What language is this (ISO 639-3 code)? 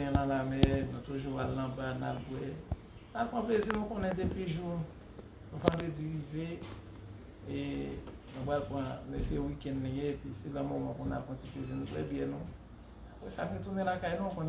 hat